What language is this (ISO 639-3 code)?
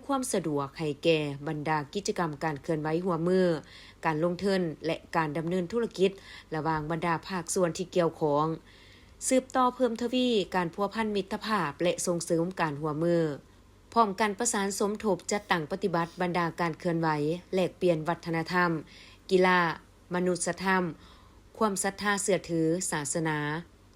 lao